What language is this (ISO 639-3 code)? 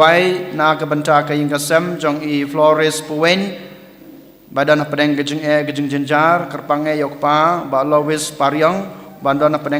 kha